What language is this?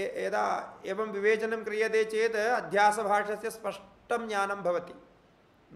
Sanskrit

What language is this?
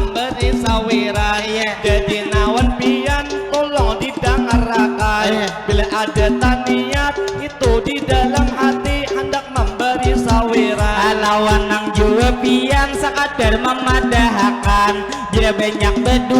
Banjar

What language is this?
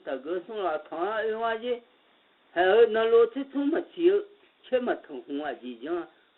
Akha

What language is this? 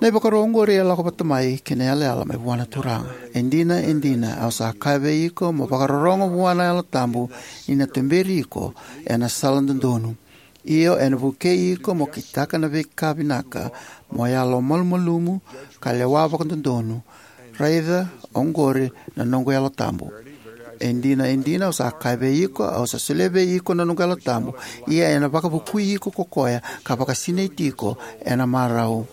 Fijian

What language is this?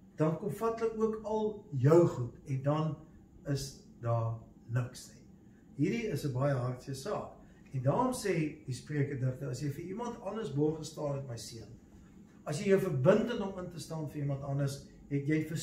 Afrikaans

